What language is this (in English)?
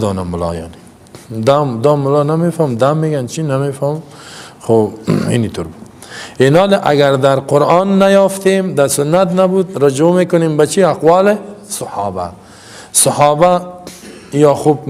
Persian